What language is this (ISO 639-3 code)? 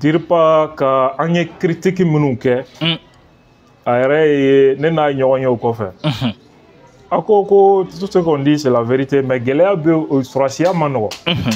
bam